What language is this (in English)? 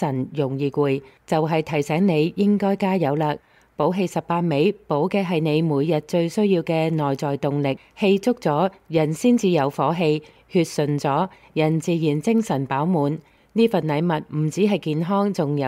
Cantonese